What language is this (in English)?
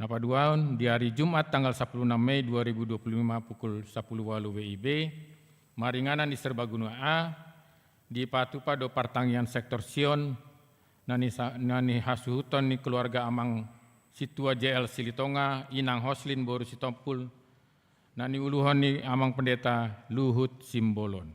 Batak Toba